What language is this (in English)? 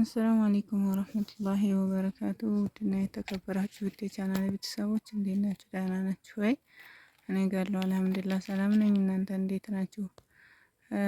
Amharic